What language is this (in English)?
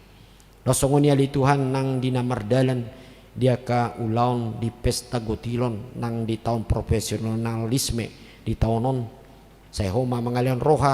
Batak Toba